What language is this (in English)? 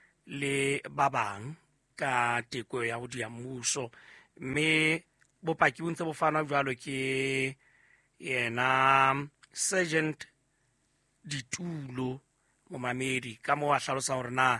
Southern Sotho